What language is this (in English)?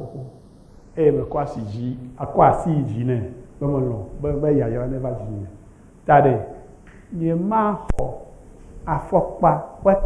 Ewe